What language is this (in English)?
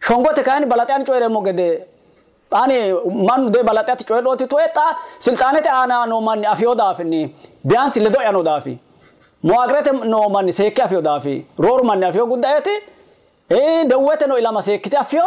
Sidamo